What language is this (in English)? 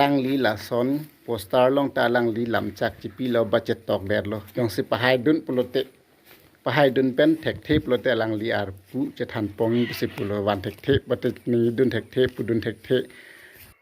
Karbi